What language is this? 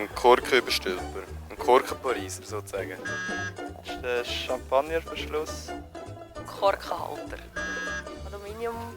Swiss German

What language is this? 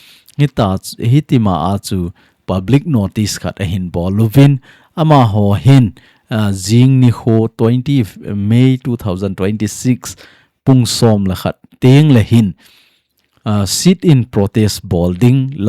Thado Chin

